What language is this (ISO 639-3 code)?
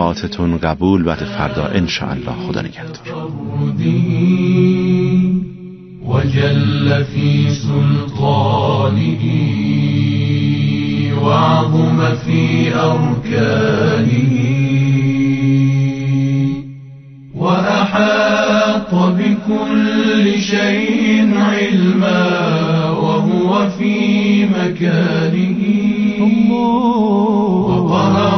fas